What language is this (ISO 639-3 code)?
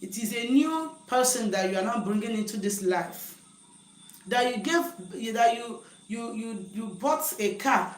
ibo